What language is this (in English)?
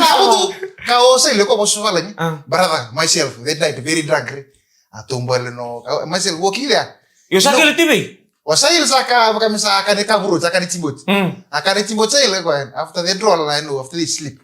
Fijian